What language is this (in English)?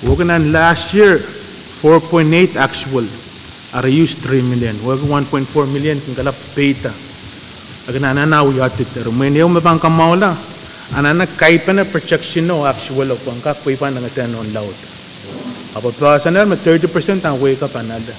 Pohnpeian